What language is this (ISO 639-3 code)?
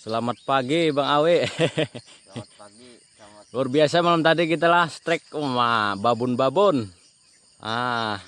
bjn